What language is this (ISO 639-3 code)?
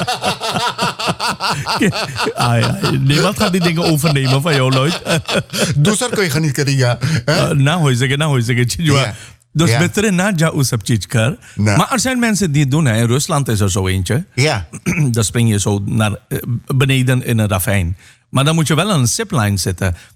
nld